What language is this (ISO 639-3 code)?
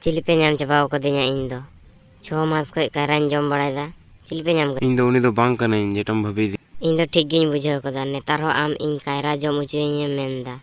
sat